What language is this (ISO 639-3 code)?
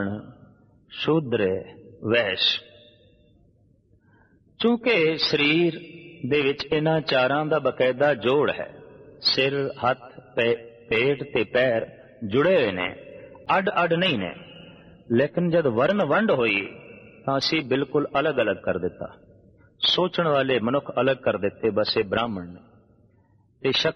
pan